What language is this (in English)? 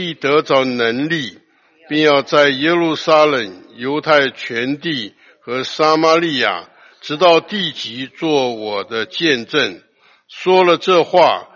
Chinese